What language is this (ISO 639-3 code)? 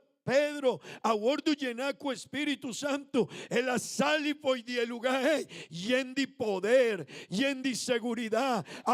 pap